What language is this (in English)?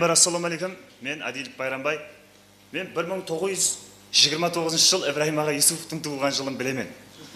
Kara-Kalpak